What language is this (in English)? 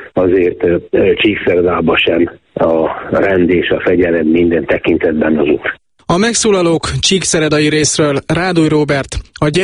Hungarian